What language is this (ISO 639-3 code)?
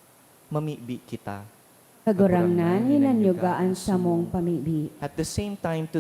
bik